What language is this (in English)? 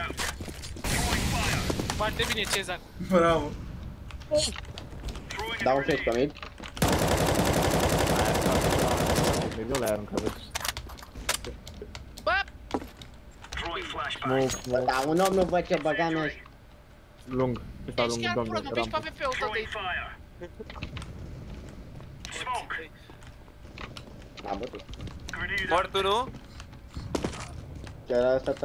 Romanian